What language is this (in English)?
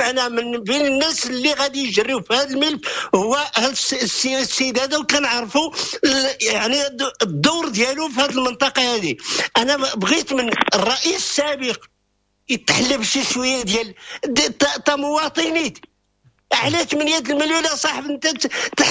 Moroccan Arabic